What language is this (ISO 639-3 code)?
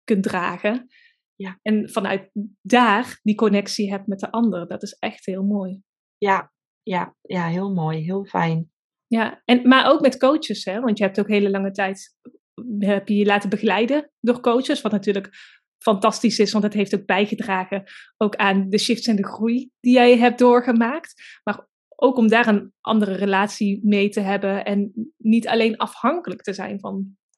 nld